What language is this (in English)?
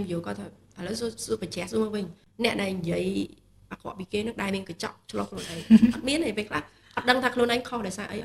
Khmer